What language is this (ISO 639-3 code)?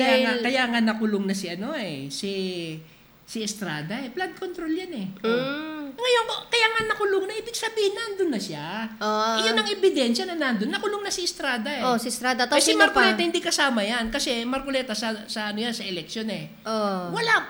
fil